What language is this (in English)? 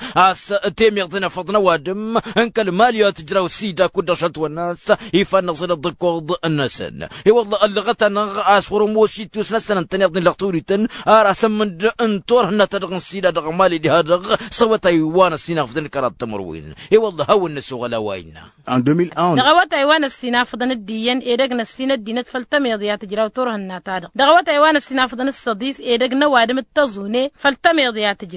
Tamasheq